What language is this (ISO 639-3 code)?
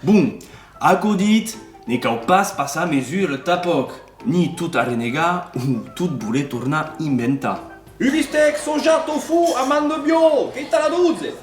oci